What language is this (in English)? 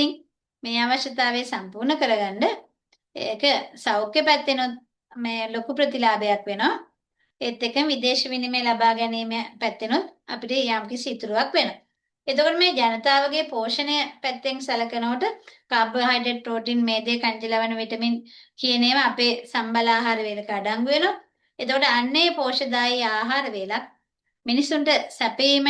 Sinhala